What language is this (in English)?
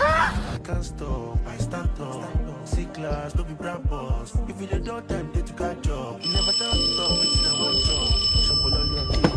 Nigerian Pidgin